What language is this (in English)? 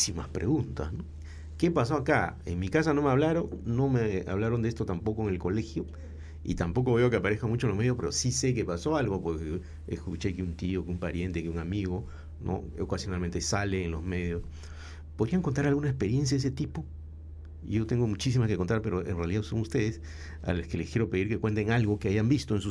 Spanish